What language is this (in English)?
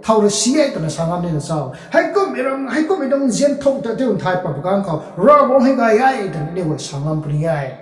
Rongmei Naga